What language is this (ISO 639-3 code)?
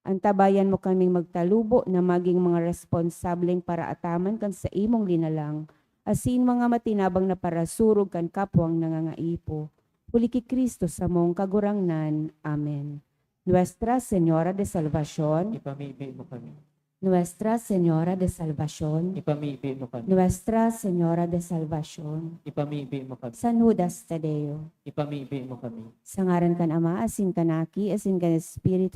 bik